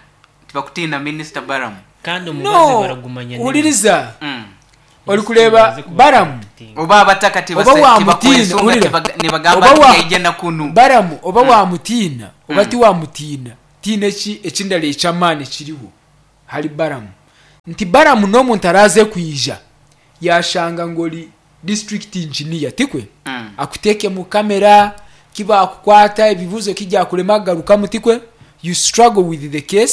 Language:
Nyankole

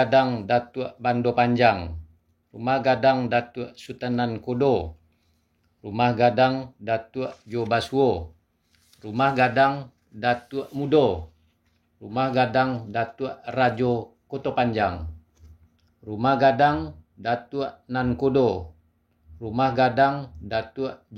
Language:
Minangkabau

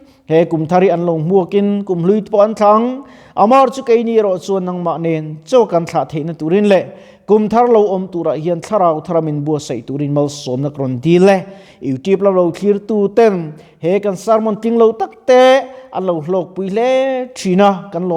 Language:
Mizo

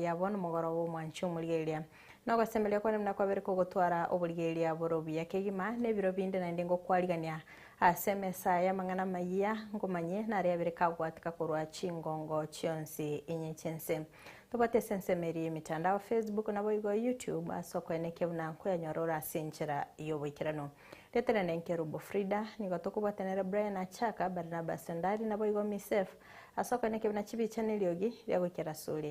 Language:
Gusii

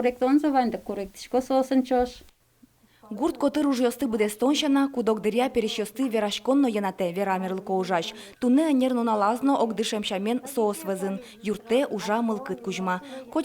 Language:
Udmurt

